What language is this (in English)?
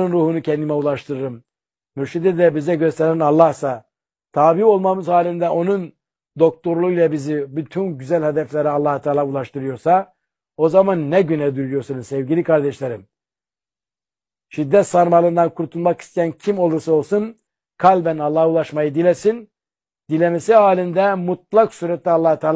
Turkish